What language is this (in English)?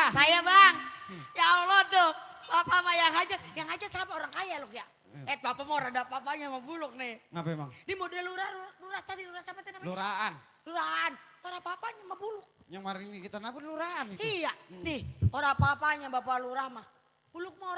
Betawi